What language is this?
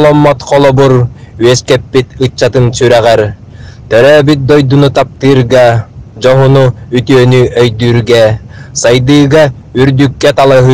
Yakut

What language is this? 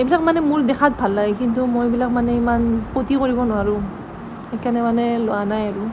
Assamese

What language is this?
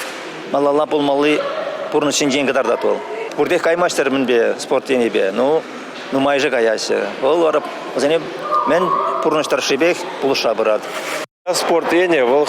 Chuvash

